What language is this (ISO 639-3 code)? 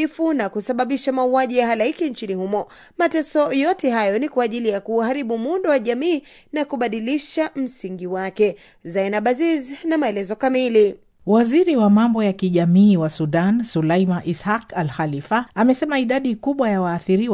swa